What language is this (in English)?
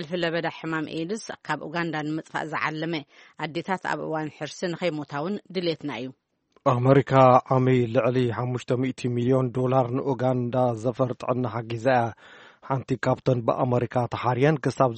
Tigrinya